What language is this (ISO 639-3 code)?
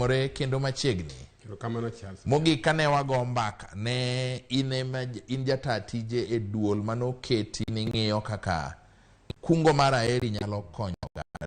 luo